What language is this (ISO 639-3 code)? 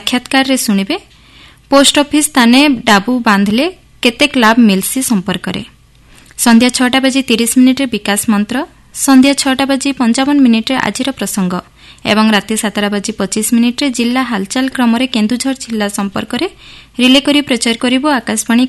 ori